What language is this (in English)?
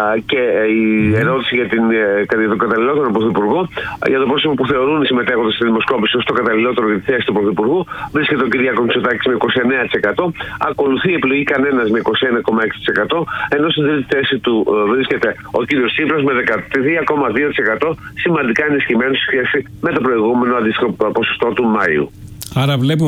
Greek